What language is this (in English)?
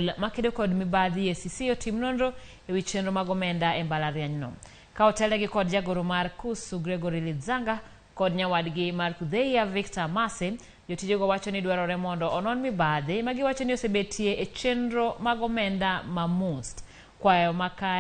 Luo (Kenya and Tanzania)